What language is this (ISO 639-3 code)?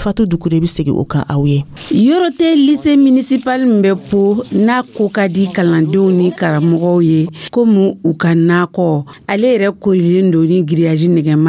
dyu